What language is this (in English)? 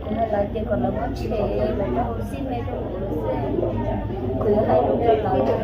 Hmong